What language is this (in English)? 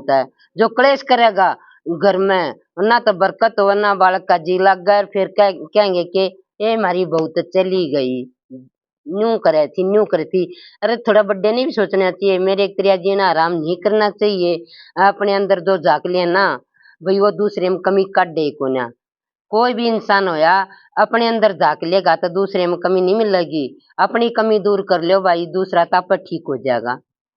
Haryanvi